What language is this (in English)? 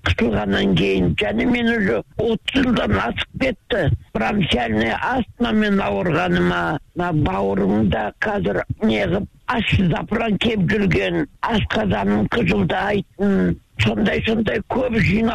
Kazakh